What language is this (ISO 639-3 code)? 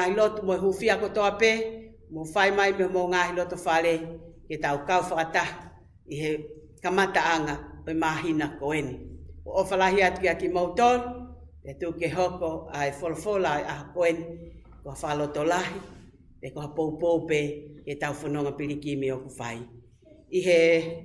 ton